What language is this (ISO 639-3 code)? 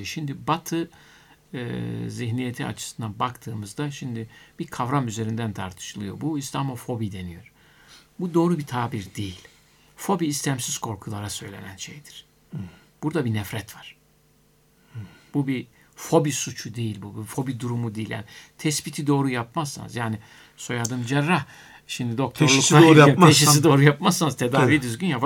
tur